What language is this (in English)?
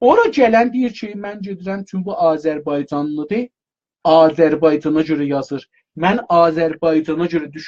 South Azerbaijani